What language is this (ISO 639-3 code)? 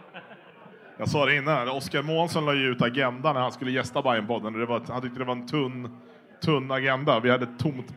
swe